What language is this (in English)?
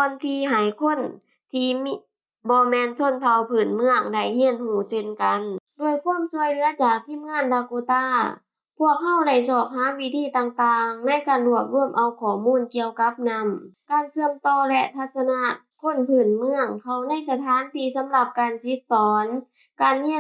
Lao